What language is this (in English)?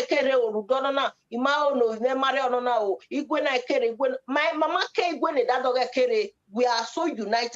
Bini